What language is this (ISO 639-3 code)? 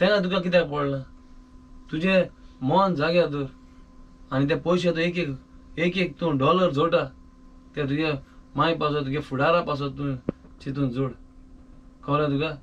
kok